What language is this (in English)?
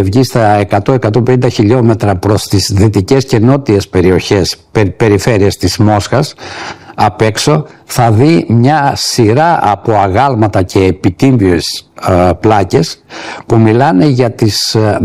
Greek